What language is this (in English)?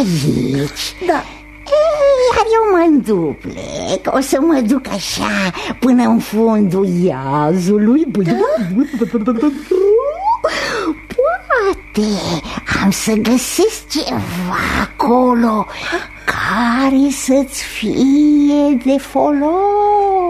Romanian